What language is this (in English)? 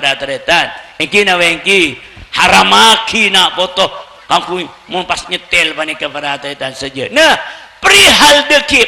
Madurese